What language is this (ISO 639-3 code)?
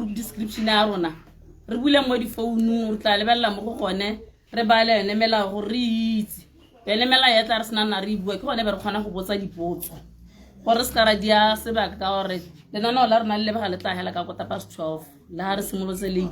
tsn